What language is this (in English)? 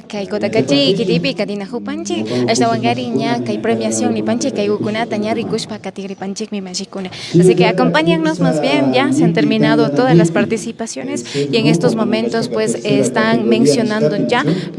Imbabura Highland Quichua